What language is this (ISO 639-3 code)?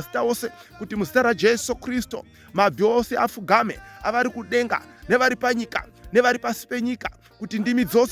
sna